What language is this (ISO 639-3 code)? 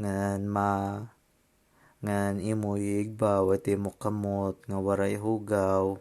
war